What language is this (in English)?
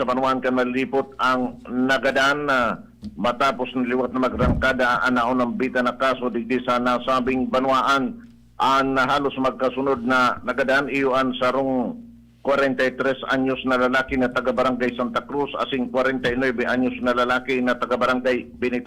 Bikol